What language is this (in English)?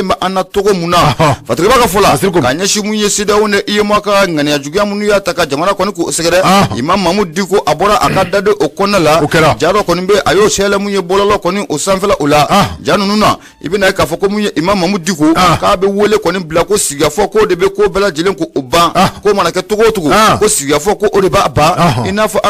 Bambara